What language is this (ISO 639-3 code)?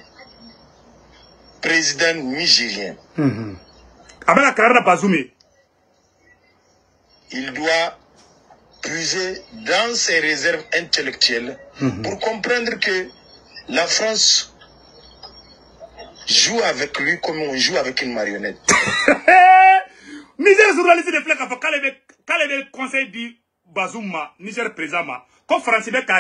fra